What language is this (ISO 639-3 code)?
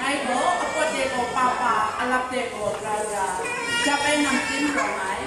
kac